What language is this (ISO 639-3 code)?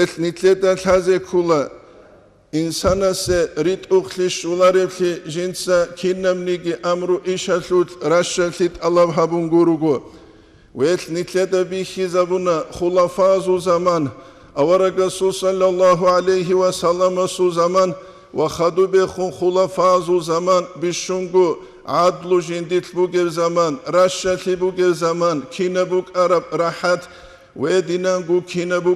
ava